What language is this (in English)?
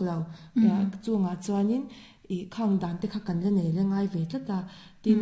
Mizo